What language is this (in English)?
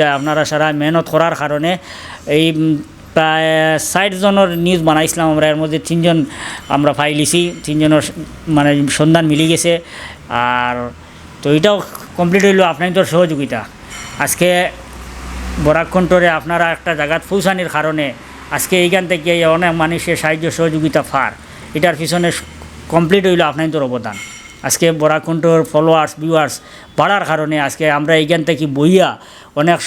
Sylheti